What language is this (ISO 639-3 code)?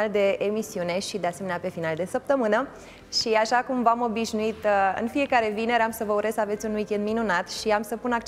ron